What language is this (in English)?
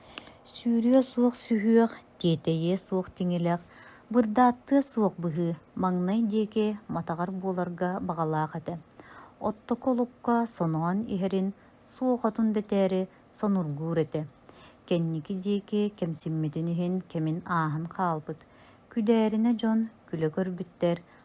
Yakut